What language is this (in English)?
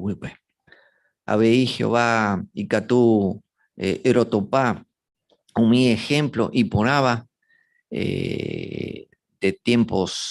Guarani